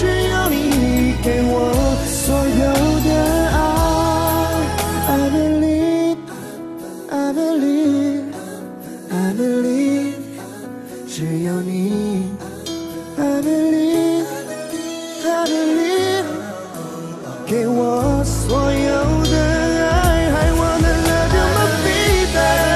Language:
Chinese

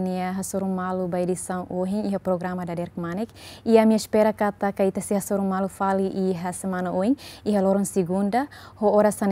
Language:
Tetum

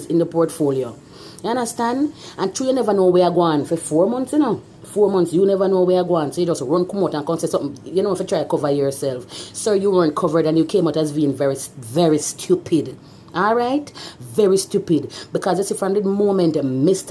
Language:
Jamaican Creole English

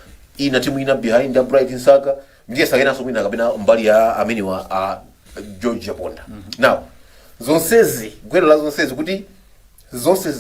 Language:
Nyanja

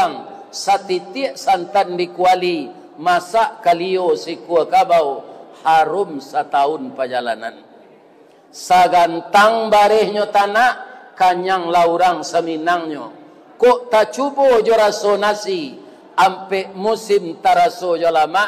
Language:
Minangkabau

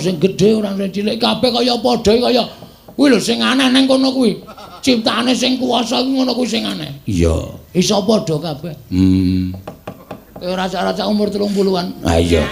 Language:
Javanese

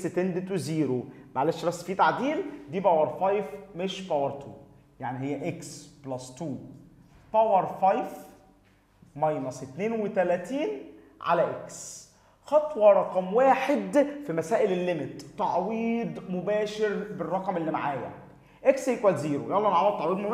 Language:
Egyptian Arabic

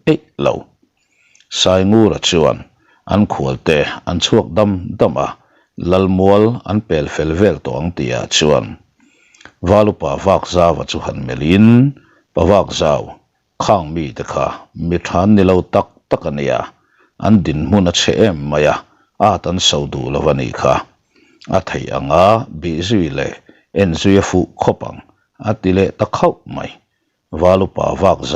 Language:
Mizo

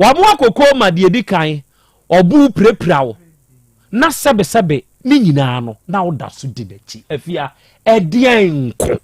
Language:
Akan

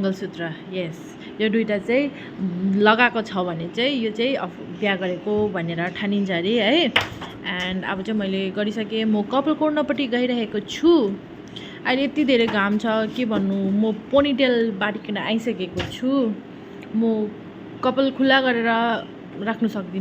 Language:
Nepali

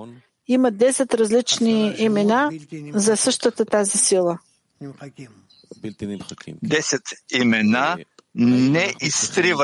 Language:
Bulgarian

